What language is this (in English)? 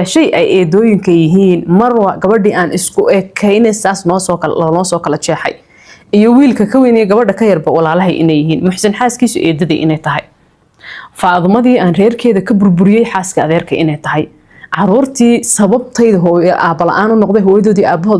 Somali